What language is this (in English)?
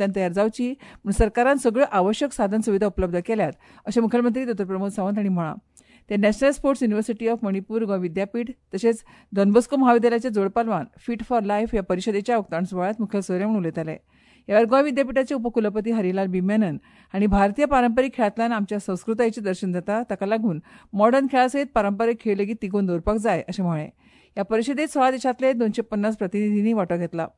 Konkani